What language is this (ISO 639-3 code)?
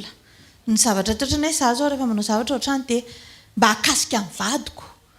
mlg